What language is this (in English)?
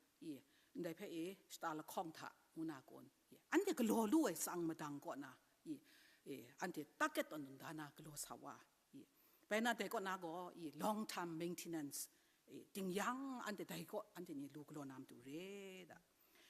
Kachin